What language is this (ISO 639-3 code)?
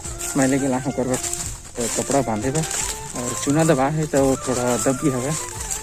hne